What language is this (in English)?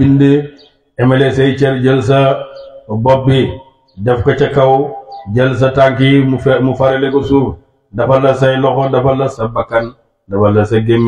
Wolof